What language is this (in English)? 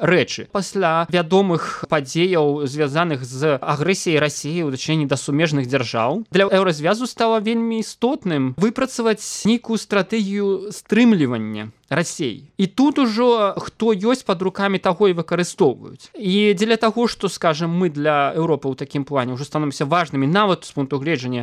Belarusian